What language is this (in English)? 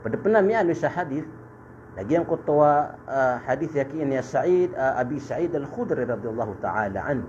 Maranao